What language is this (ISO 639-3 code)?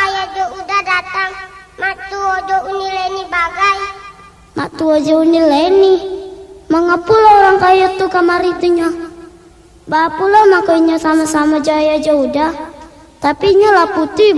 min